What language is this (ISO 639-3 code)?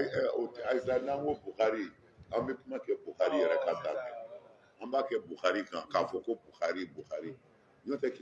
bam